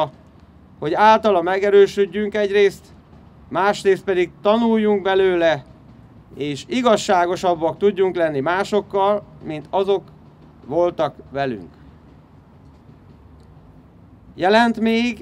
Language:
Hungarian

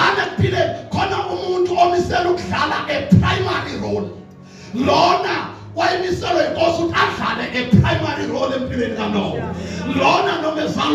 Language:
Zulu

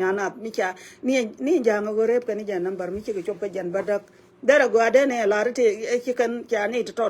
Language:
Nuer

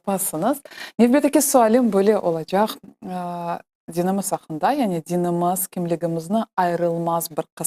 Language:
Crimean Tatar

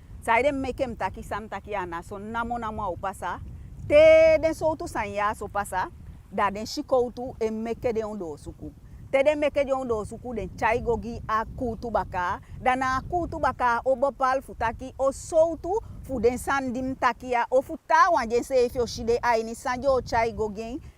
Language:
Eastern Maroon Creole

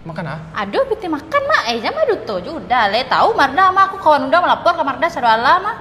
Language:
Minangkabau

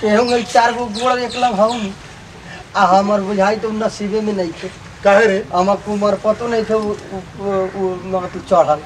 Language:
Bhojpuri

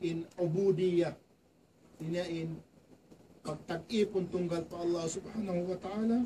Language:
Tausug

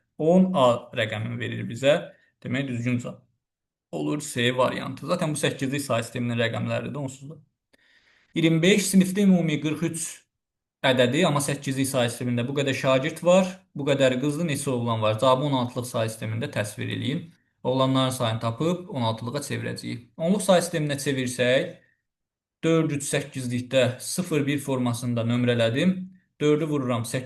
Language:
Azerbaijani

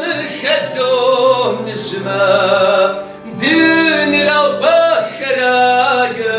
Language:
Kabardian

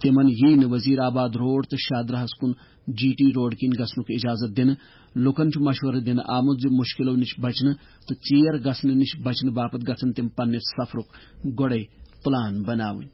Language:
Kashmiri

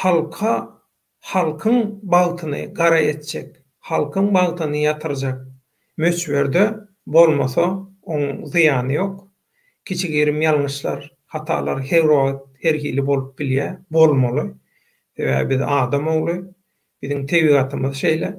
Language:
Turkmen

